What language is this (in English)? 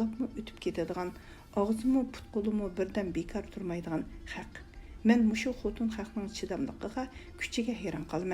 Uyghur